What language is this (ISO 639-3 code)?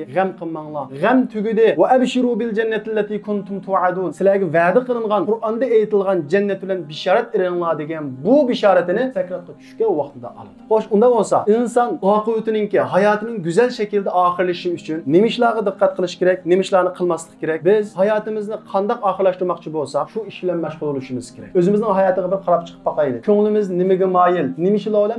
uig